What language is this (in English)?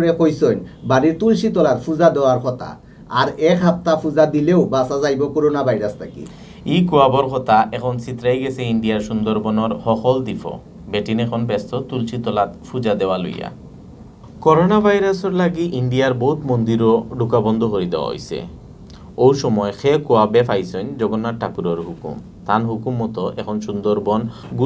Sylheti